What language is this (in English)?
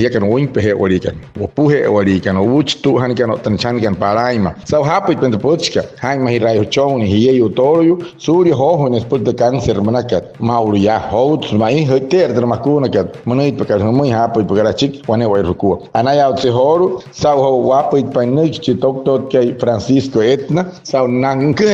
Wayuu